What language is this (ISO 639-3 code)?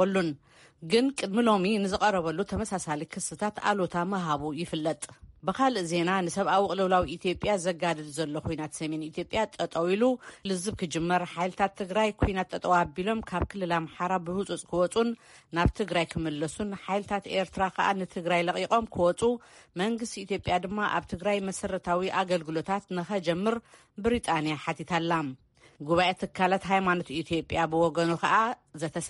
tir